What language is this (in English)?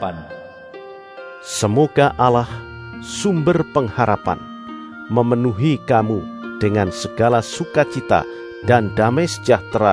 Indonesian